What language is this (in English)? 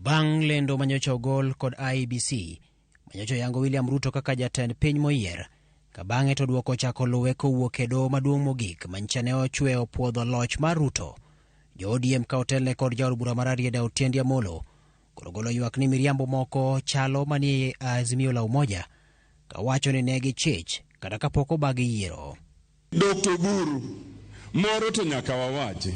Luo (Kenya and Tanzania)